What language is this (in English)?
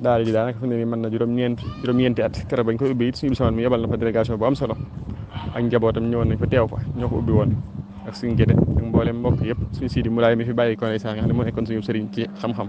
Wolof